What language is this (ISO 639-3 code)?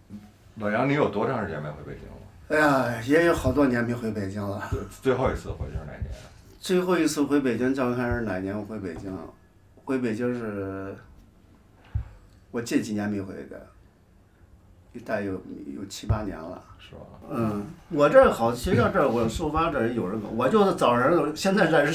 zho